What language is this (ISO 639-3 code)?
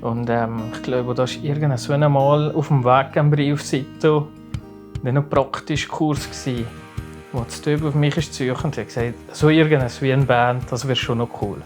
gsw